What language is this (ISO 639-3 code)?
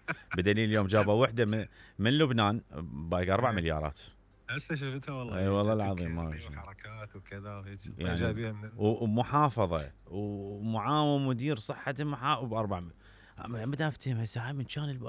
acm